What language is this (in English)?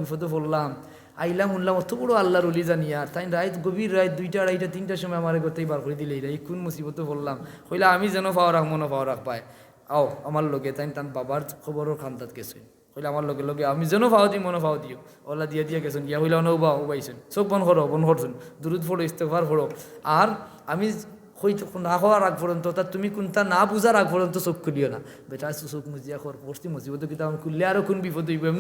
Sylheti